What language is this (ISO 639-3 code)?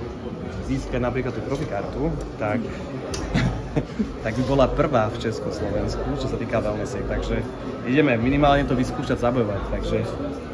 slk